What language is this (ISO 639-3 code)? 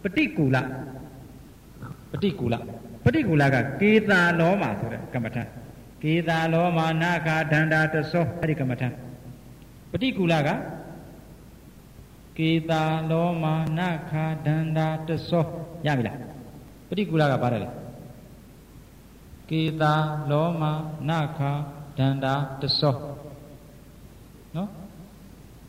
mya